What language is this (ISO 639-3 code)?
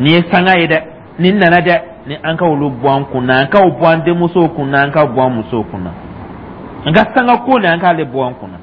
dyu